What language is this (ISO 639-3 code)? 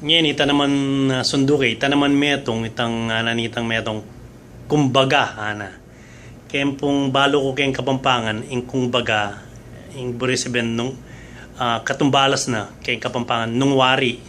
pam